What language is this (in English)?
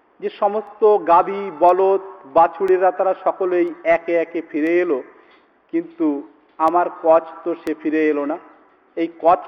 Bangla